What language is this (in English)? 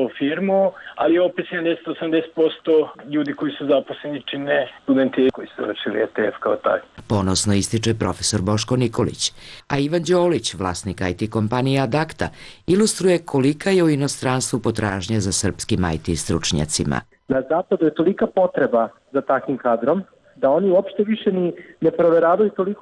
Serbian